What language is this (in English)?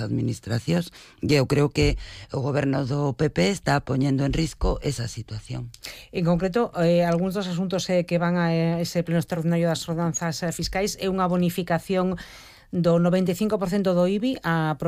Galician